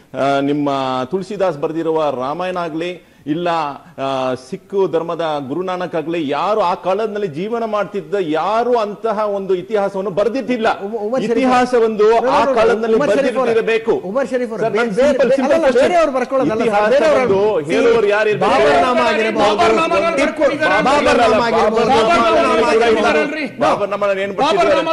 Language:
Kannada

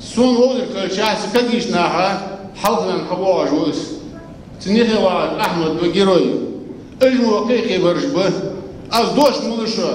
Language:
Ingush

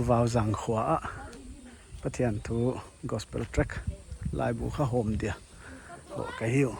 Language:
Paite Chin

